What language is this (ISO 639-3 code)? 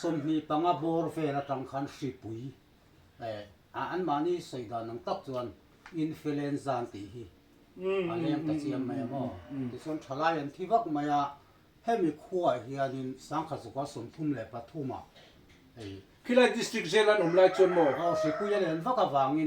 lus